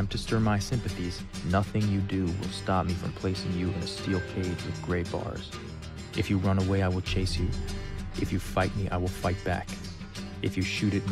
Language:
English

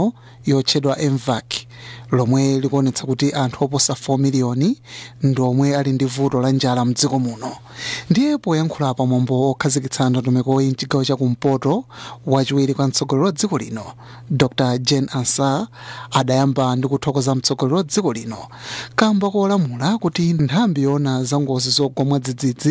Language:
Nyanja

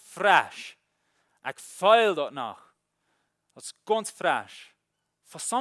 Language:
Plautdietsch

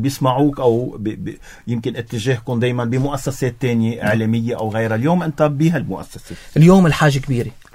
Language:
North Levantine Arabic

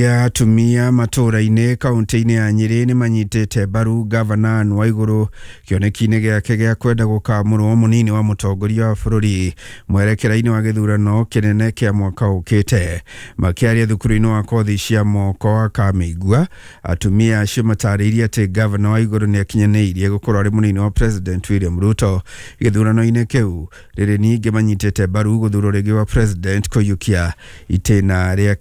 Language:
Kikuyu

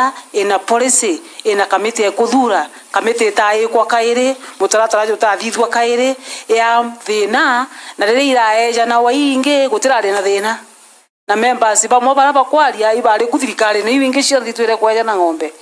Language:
Meru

